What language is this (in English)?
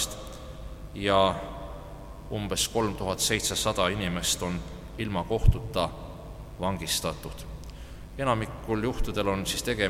Estonian